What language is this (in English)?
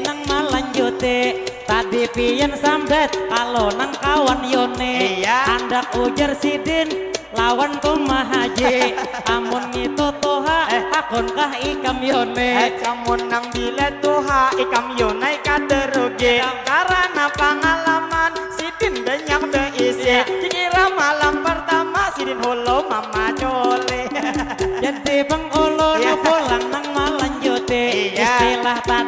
Banjar